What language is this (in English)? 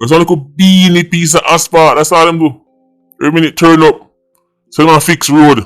Jamaican Creole English